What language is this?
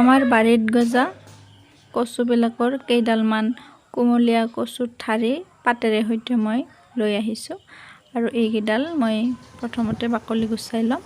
Assamese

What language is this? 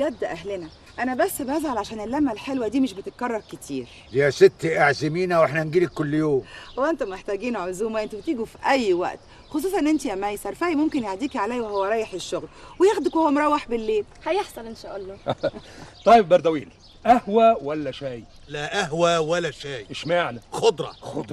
Egyptian Arabic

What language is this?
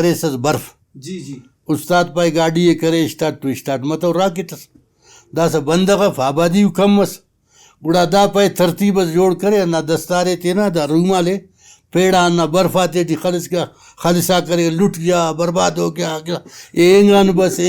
Brahui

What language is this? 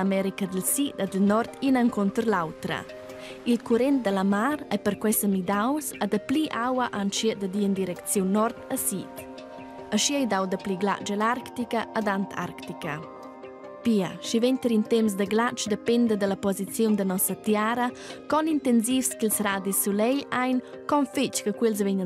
Romansh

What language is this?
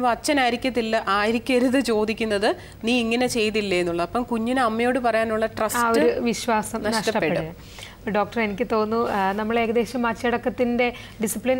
Malayalam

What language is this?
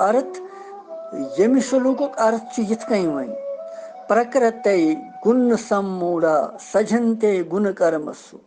Kashmiri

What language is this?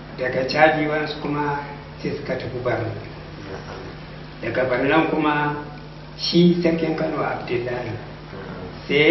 Hausa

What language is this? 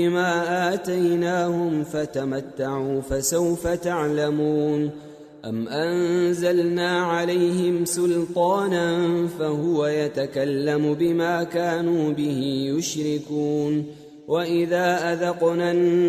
Arabic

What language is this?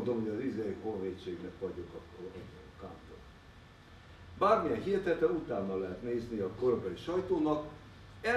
Hungarian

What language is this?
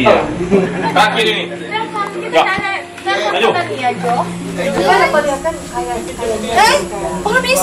Manado Malay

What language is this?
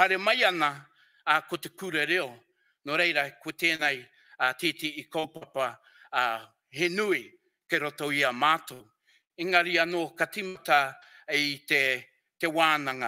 Māori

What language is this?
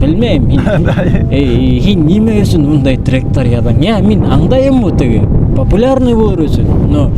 Bashkir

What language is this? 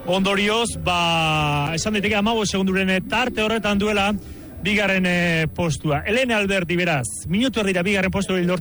Basque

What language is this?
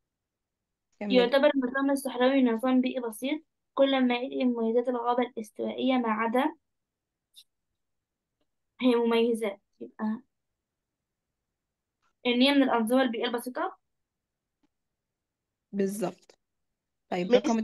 Egyptian Arabic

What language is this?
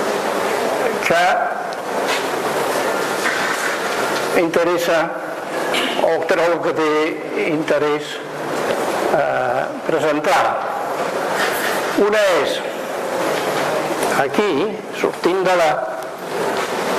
Catalan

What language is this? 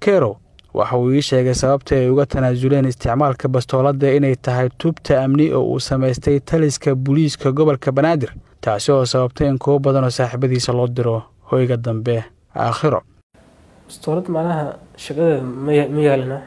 Somali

